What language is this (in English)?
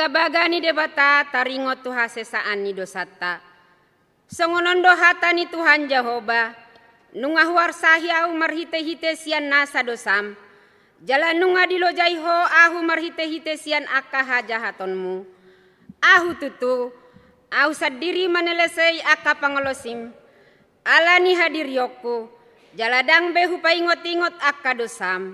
Batak Toba